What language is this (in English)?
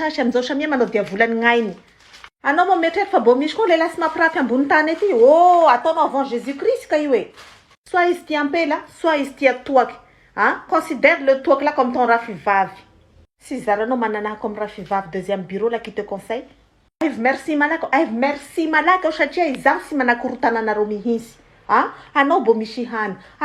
Malagasy